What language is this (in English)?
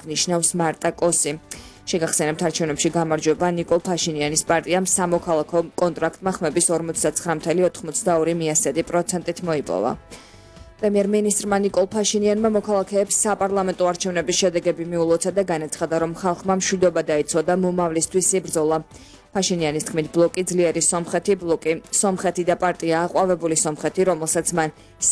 Georgian